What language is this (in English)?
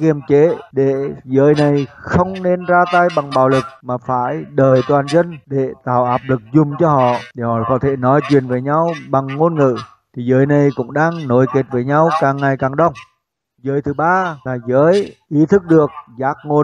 Vietnamese